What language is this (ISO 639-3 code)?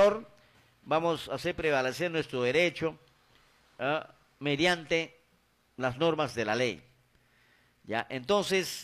spa